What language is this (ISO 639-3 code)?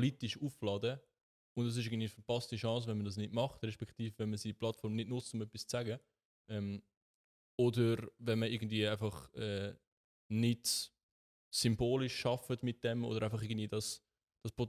gsw